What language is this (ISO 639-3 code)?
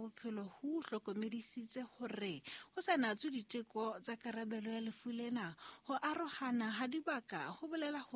sot